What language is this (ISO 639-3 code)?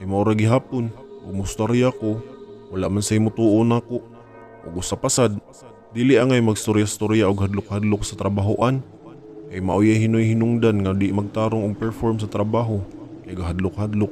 ceb